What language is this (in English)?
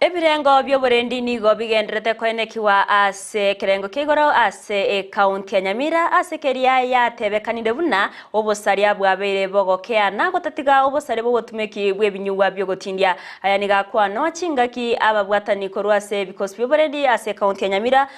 Gusii